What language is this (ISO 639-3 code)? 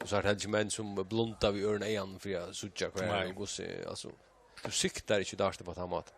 fao